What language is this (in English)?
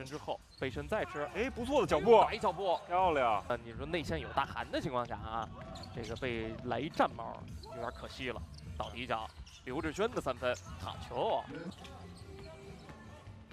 Chinese